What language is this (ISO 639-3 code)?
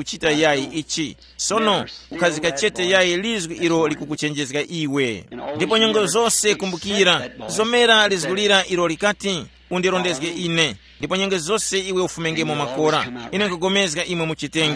tum